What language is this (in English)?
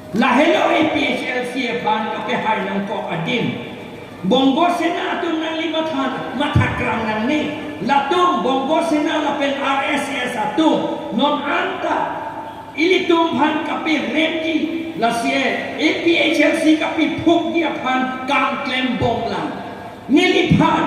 Karbi